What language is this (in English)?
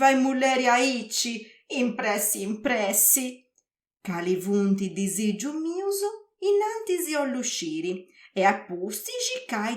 Sardinian